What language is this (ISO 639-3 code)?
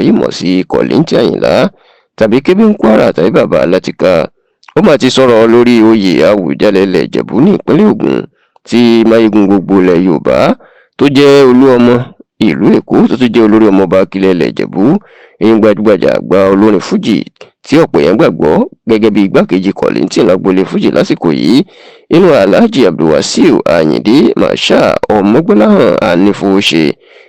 yor